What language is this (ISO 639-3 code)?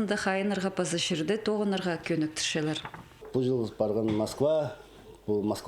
kjh